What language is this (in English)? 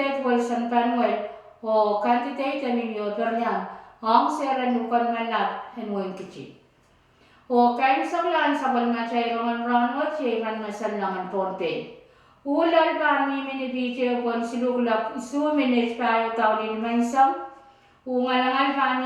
Pohnpeian